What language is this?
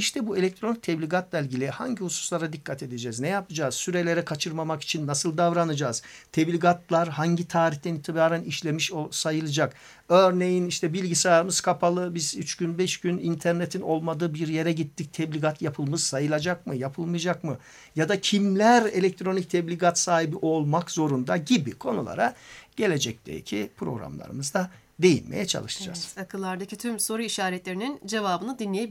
Turkish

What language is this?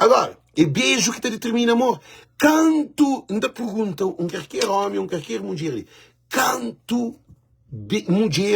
Kabuverdianu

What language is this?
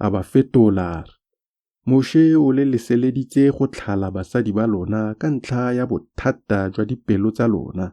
Tswana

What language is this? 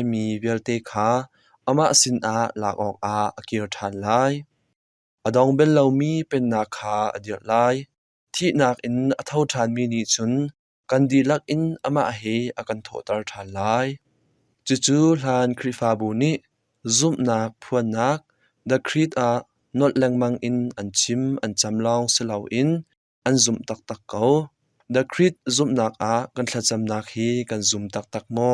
Hakha Chin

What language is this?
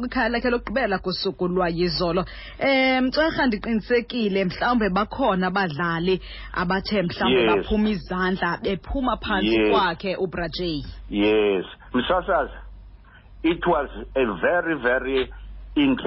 Xhosa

